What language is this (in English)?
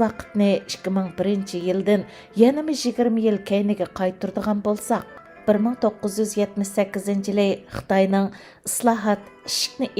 Uyghur